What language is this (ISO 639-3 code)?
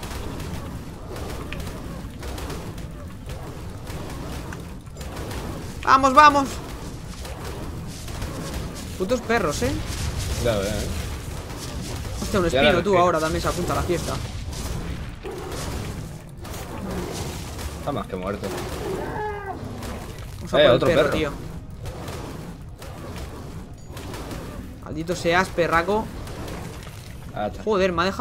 spa